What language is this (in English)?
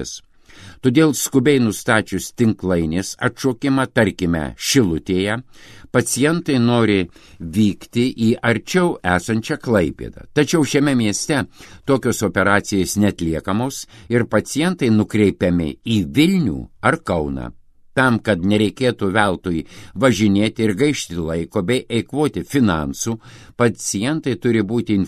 Lithuanian